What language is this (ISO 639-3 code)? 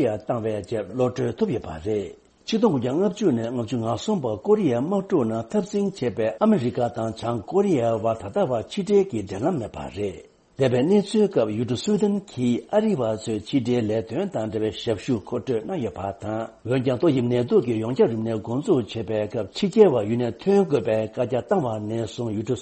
bod